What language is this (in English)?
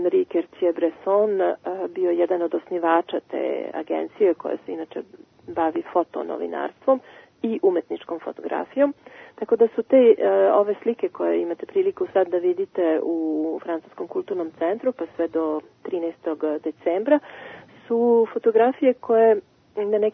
Serbian